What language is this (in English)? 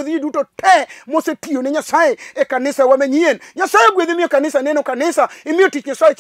Luo (Kenya and Tanzania)